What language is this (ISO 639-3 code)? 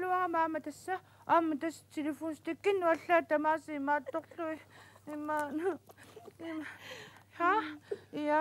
kal